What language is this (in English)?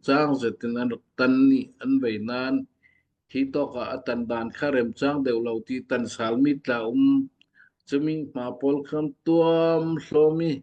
Falam Chin